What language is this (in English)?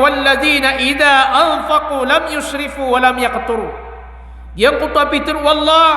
Maranao